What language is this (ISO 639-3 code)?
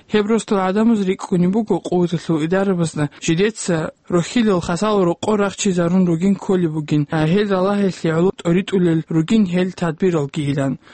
ava